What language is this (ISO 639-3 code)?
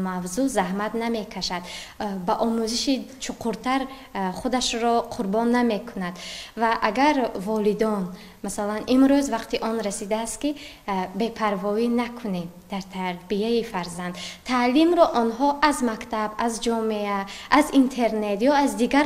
tgk